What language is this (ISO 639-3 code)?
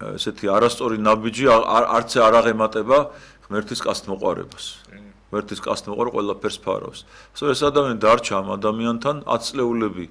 kat